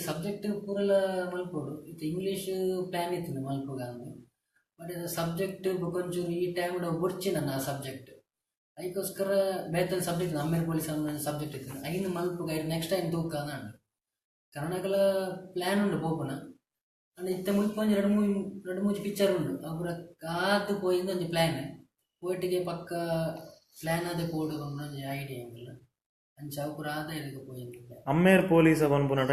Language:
Tulu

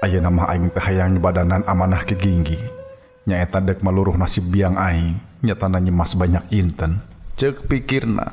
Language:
Sundanese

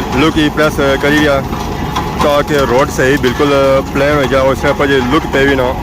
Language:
Pahari-Potwari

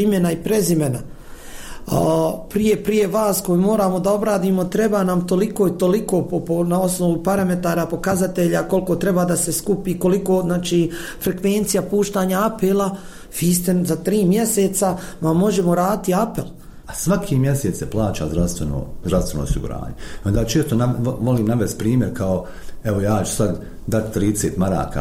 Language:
Bosnian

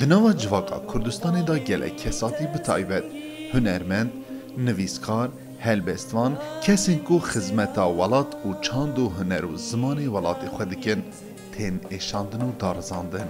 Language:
Kurdish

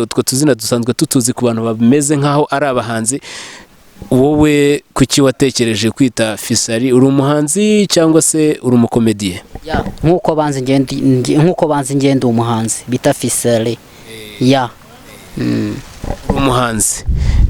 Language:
Kinyarwanda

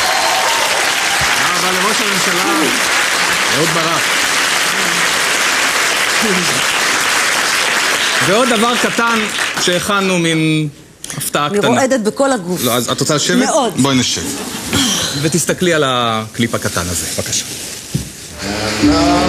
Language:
Hebrew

